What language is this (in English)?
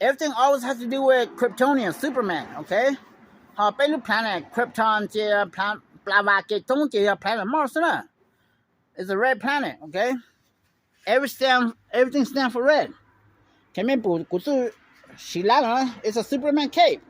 Hmong